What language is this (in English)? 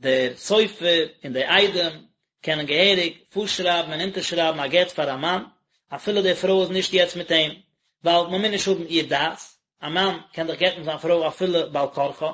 Yiddish